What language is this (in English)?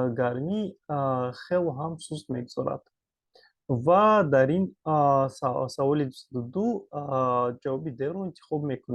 Tajik